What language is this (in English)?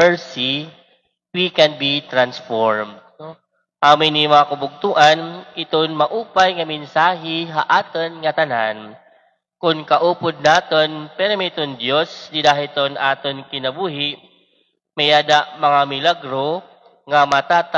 Waray